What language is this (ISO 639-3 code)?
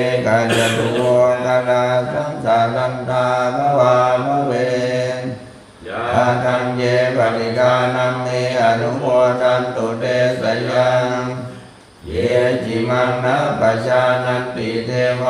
pli